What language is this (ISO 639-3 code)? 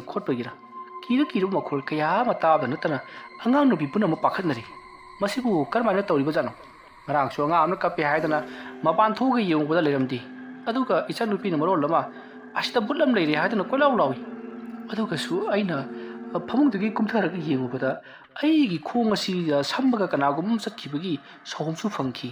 mni